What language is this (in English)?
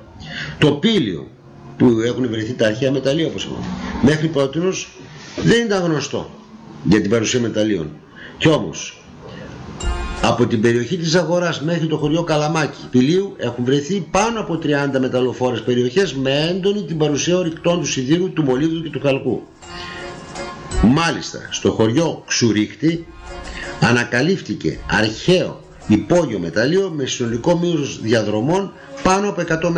Greek